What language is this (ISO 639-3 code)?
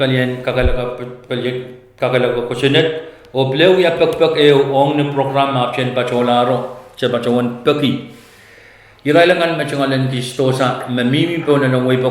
pon